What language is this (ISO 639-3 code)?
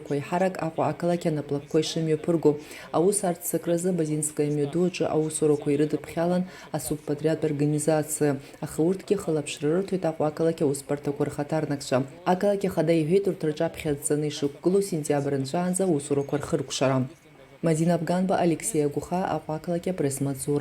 abk